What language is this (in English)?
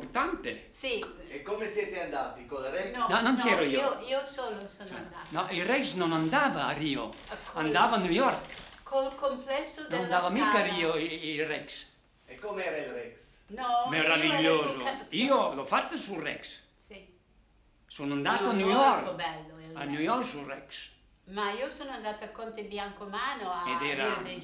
Italian